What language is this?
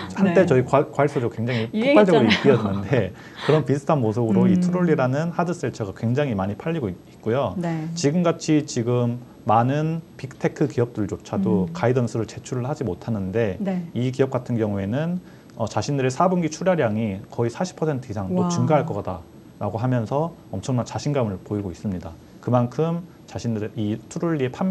Korean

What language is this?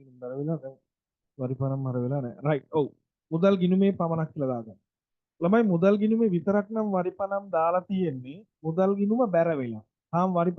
Sinhala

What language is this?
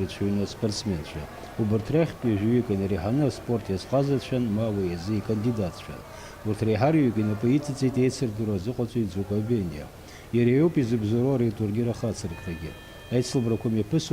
Abkhazian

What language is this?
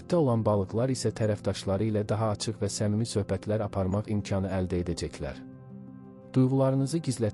Azerbaijani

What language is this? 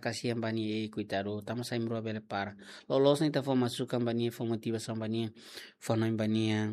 Tetum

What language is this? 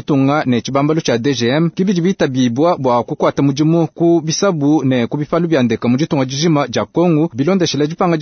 Luba-Lulua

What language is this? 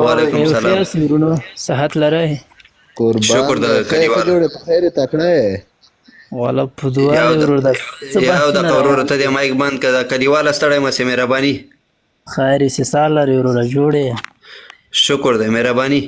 Pashto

